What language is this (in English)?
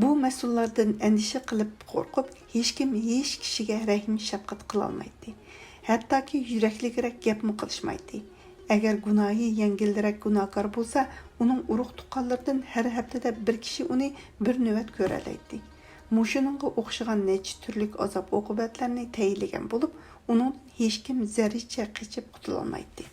Uyghur